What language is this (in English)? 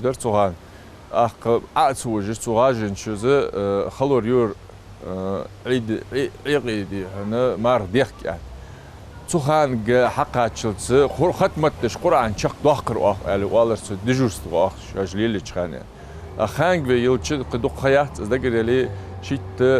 Ingush